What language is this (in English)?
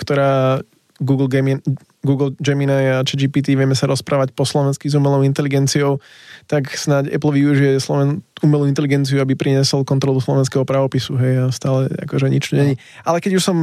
Slovak